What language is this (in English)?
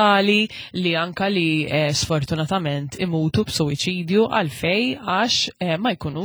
Maltese